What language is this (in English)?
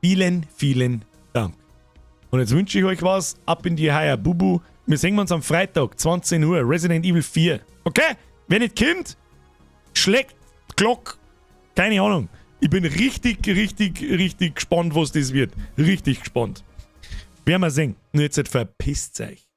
Bavarian